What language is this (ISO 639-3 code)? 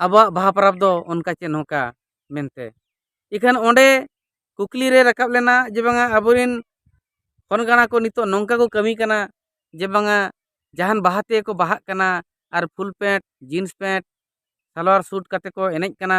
sat